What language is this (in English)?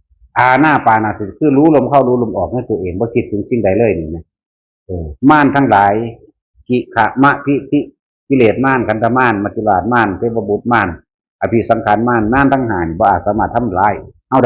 Northeastern Thai